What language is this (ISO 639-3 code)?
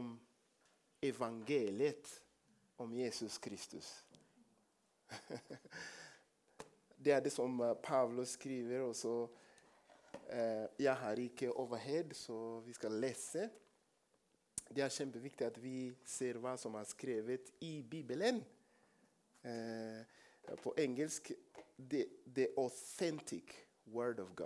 nor